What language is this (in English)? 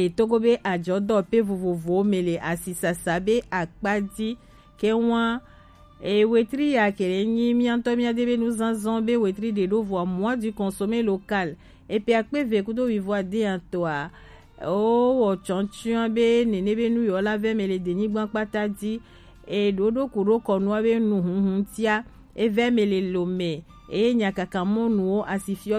Gen